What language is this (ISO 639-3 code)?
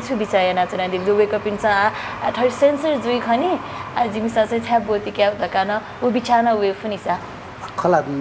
new